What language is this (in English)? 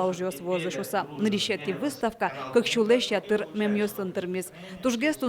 Udmurt